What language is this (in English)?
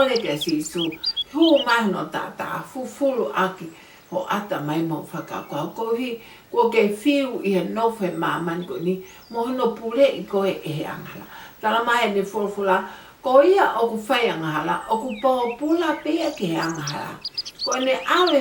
Tongan